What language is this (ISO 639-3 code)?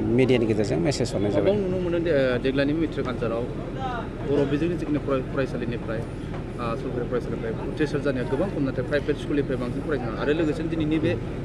brx